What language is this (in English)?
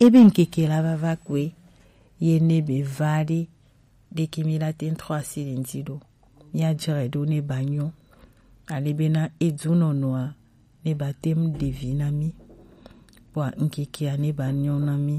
Gen